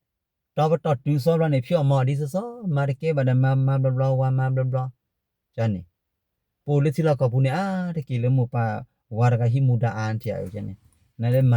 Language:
S'gaw Karen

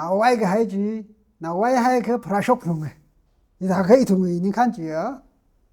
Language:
Tangkhul Naga (India)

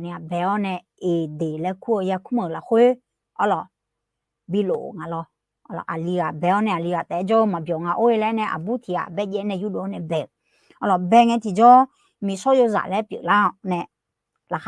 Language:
Akha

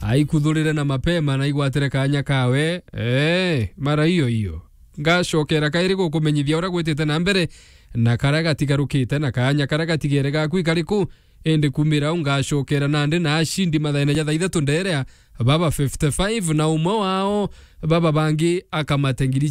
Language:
Meru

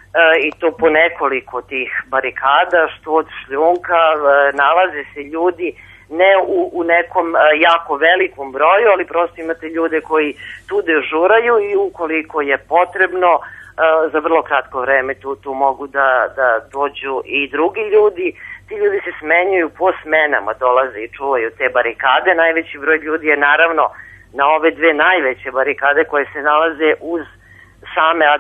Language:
Serbian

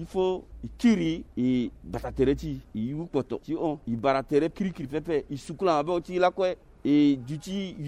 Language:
Sango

